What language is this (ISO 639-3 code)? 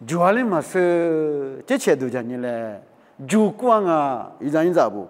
lis